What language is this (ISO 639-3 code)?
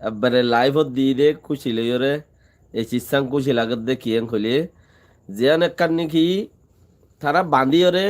rhg